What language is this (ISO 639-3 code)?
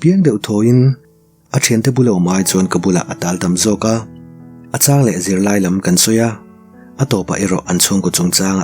lus